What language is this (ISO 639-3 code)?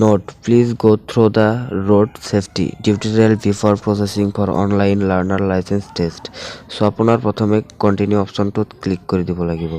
asm